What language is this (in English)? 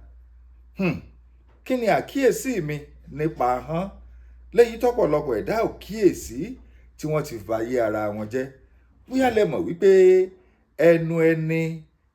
Yoruba